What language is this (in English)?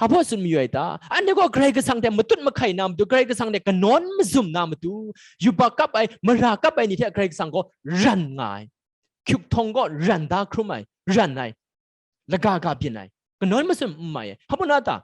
Kachin